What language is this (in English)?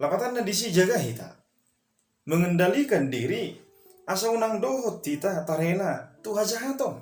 Batak Toba